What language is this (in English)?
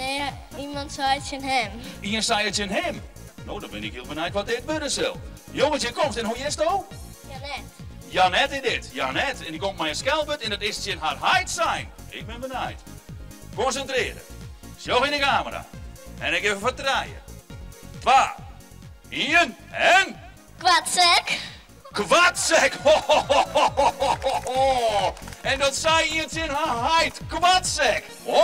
Western Frisian